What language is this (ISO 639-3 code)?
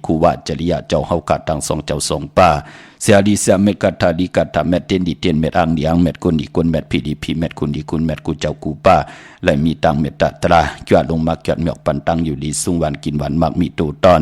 shn